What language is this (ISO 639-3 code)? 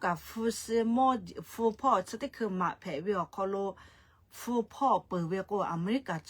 lhu